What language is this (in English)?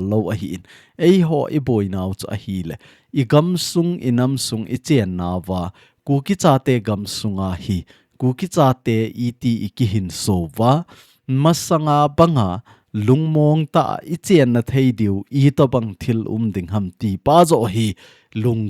Thado Chin